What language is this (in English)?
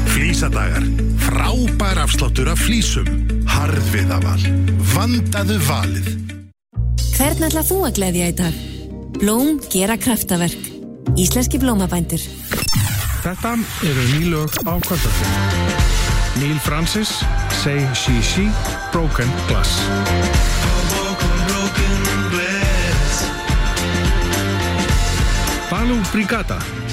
Icelandic